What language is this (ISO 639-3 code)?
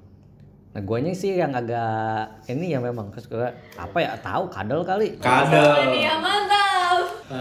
ind